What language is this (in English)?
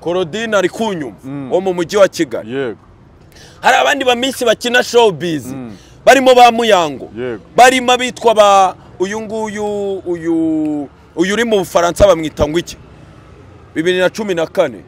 Kinyarwanda